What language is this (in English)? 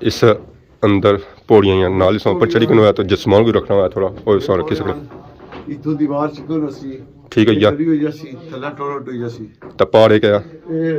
Pahari-Potwari